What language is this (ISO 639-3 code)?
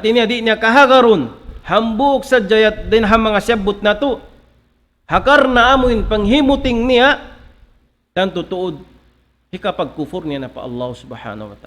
tsg